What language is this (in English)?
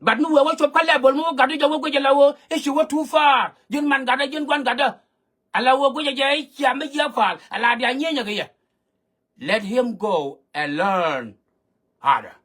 Nuer